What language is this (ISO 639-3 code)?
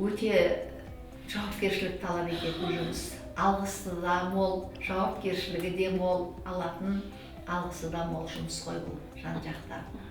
kaz